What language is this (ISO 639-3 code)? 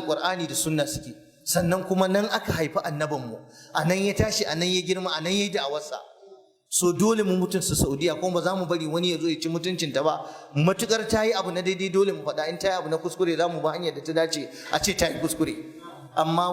hau